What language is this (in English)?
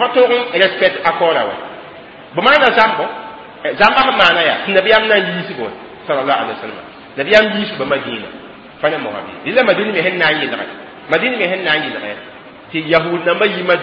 Mossi